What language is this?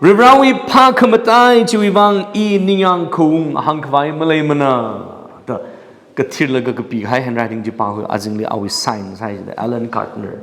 Tangkhul Naga (India)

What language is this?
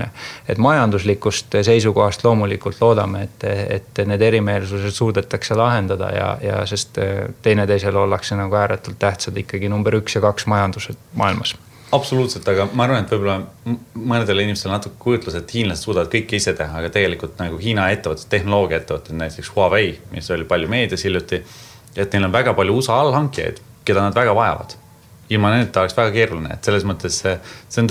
Estonian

